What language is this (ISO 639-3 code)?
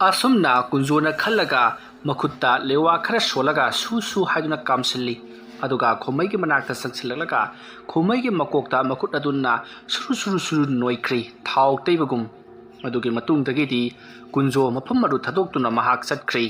mni